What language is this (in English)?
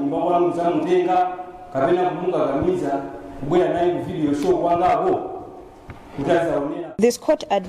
Nyanja